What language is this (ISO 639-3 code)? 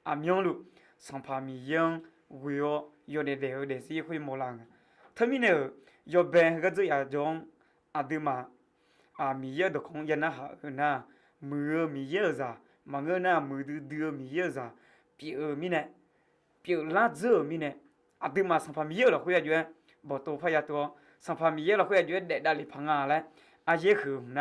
ahk